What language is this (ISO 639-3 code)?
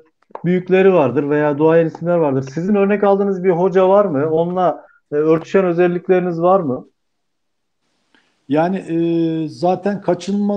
tur